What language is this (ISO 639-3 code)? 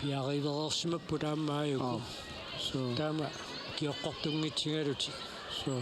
kal